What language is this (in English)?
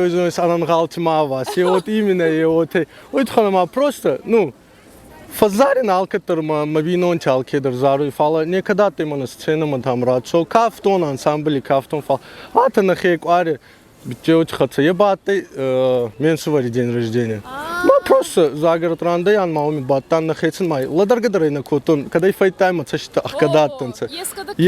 Ossetic